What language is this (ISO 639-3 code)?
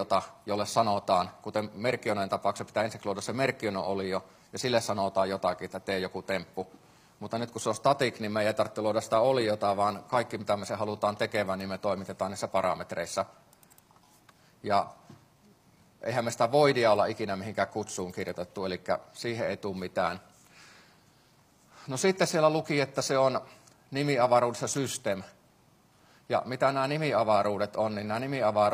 fin